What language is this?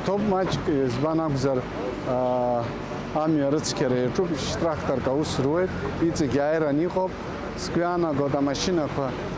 Abkhazian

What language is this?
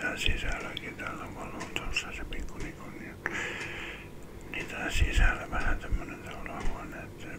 Finnish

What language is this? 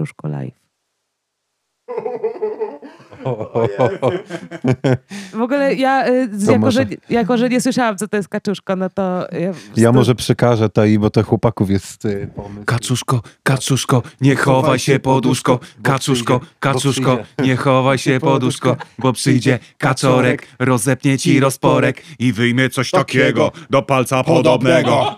Polish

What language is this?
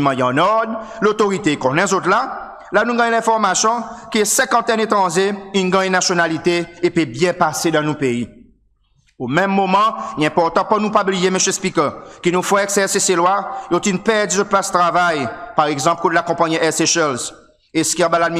Seselwa Creole French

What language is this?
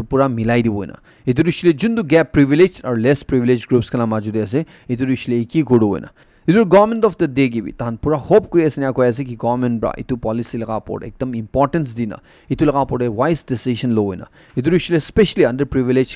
Naga Pidgin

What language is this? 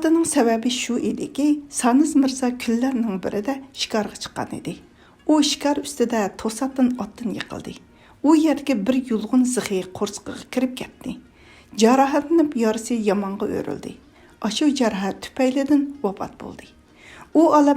Uyghur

